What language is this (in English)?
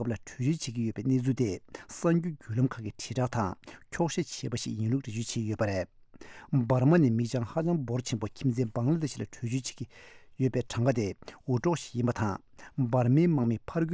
Tibetan